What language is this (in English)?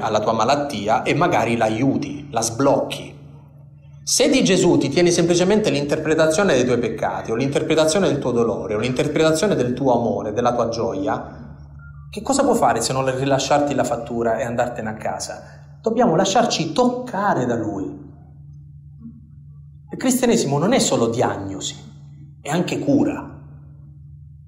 Italian